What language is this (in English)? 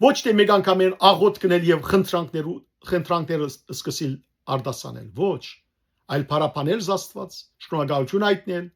Western Armenian